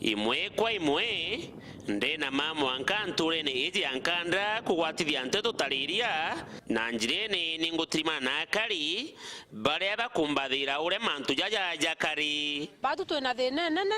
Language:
Meru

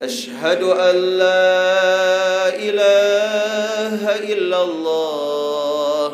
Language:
Sasak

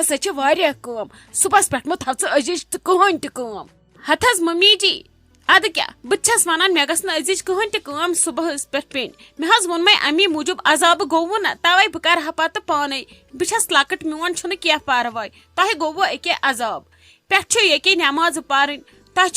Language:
Kashmiri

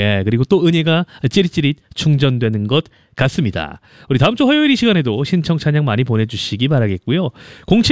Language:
Korean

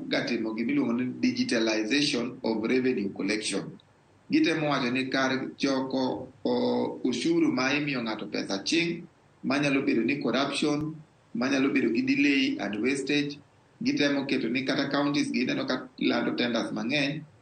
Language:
Luo (Kenya and Tanzania)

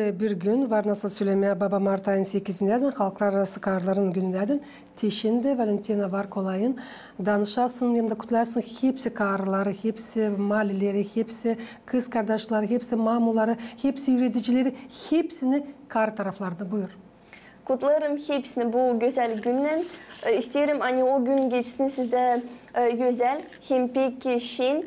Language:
Gagauz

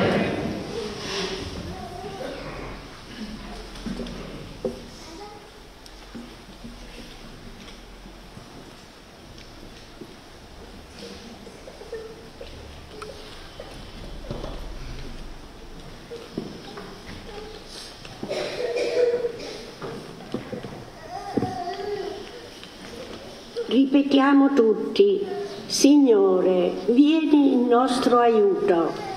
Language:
Italian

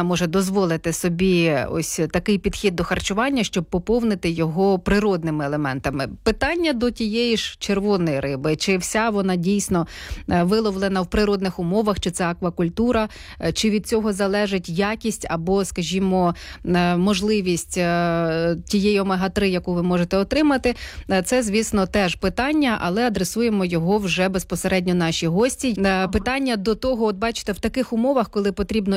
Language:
Ukrainian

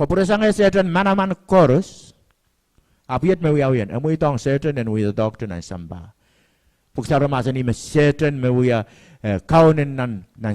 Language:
Pohnpeian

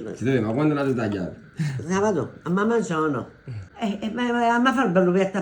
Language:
Neapolitan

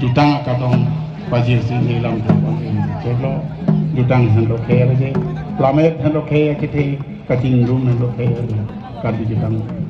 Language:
Karbi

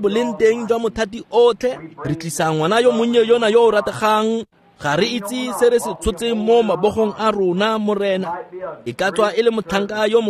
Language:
Tswana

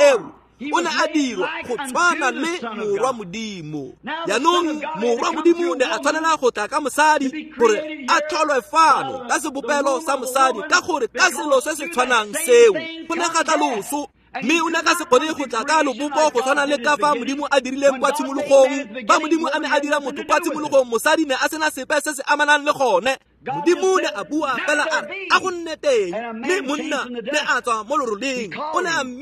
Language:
Tswana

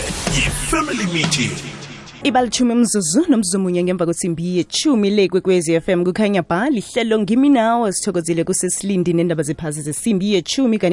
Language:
South Ndebele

